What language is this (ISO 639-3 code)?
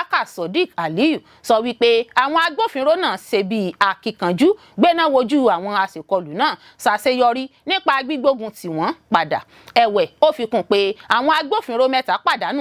yor